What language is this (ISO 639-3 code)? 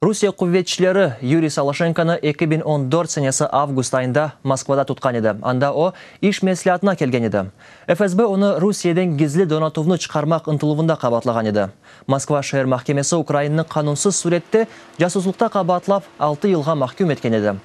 crh